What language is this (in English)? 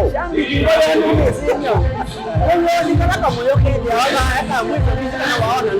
Kamba